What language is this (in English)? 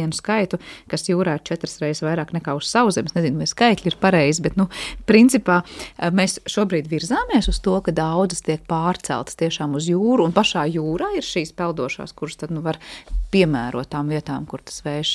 Latvian